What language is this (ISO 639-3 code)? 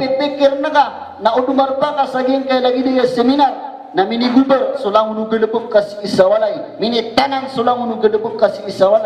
mrw